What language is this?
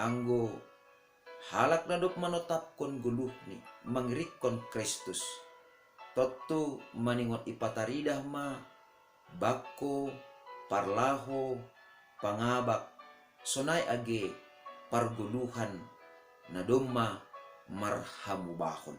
Batak Simalungun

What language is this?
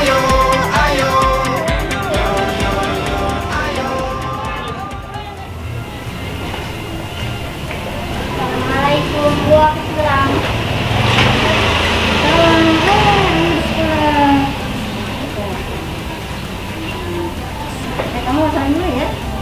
Indonesian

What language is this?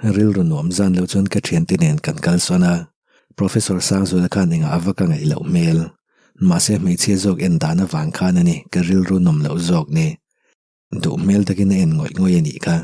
Mizo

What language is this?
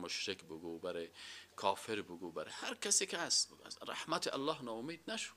Persian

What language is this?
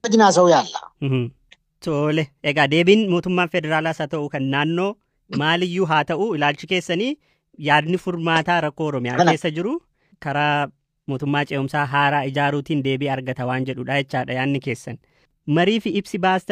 Oromo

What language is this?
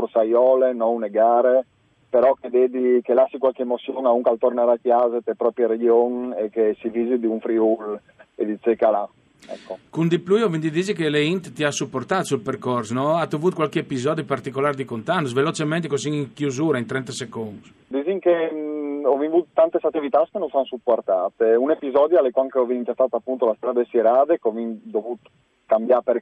Friulian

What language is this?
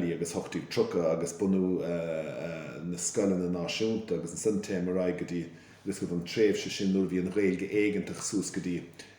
Irish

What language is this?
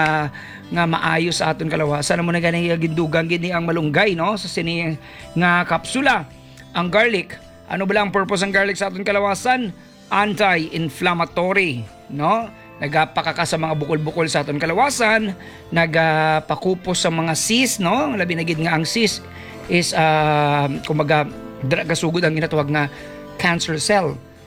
Hiligaynon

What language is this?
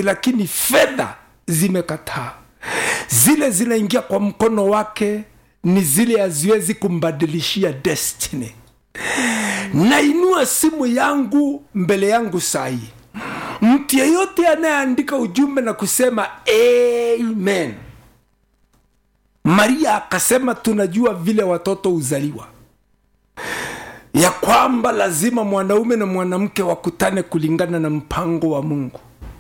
Swahili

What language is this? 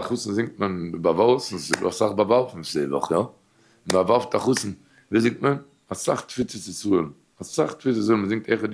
Yiddish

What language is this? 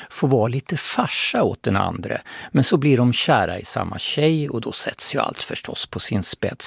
Swedish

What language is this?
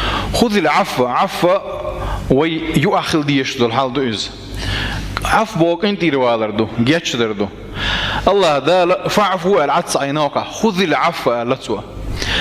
Chechen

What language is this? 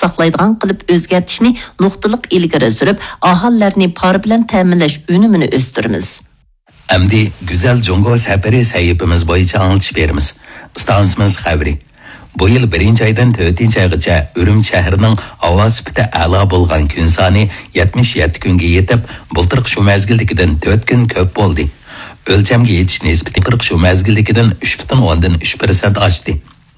Uyghur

